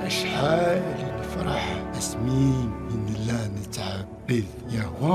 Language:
Kabyle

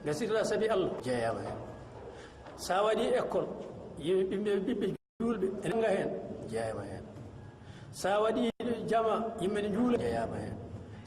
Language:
Fula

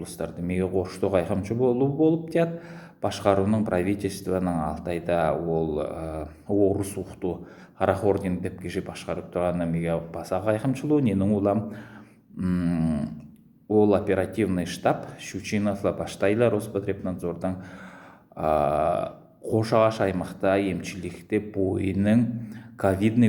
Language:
Southern Altai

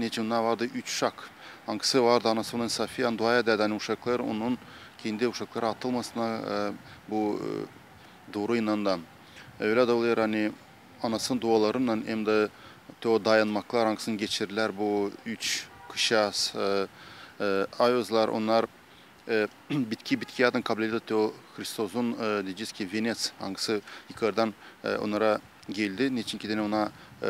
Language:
Gagauz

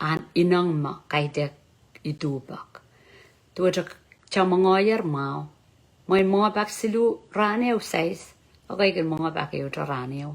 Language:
Pohnpeian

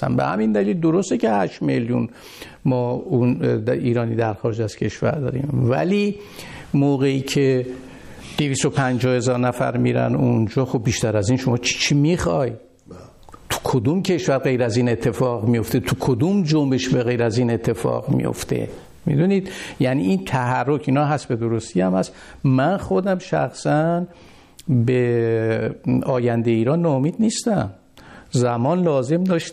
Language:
Persian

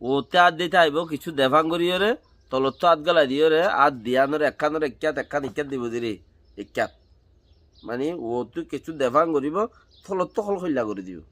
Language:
Rohingya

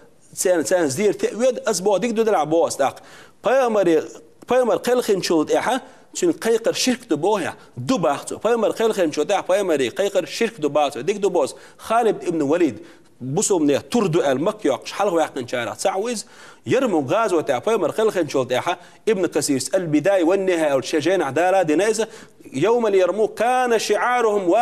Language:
Chechen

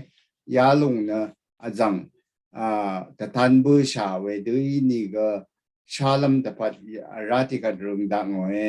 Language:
Rawang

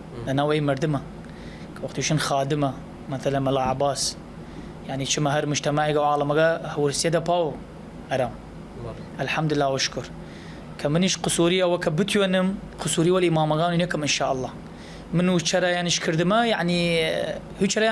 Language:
Southern Kurdish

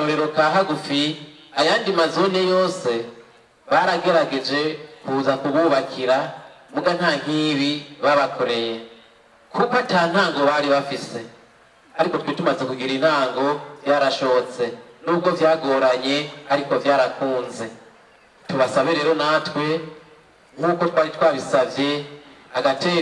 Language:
Rundi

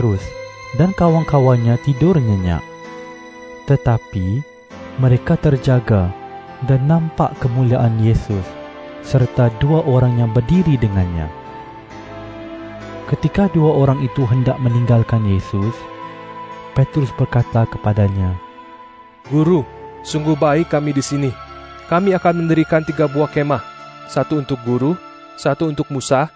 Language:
Malay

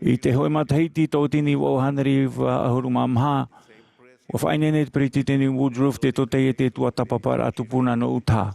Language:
Tahitian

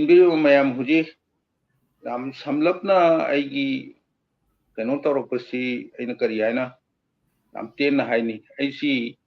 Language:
Manipuri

